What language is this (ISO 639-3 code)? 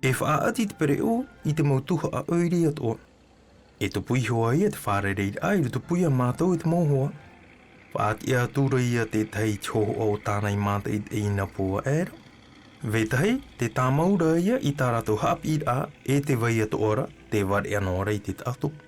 tah